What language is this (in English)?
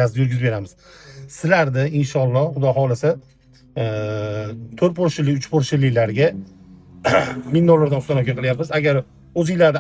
Uzbek